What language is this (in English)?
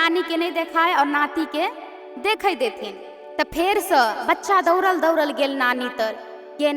Maithili